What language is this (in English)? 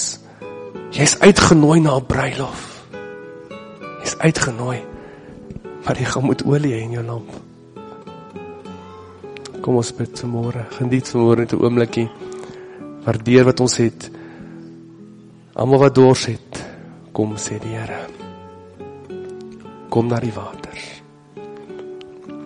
Afrikaans